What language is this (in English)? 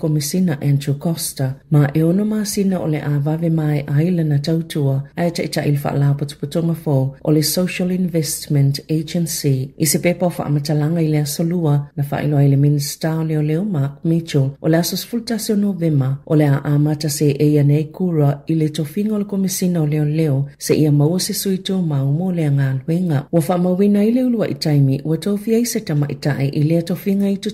Samoan